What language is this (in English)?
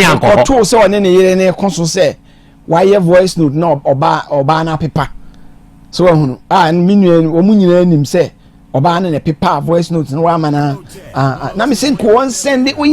Akan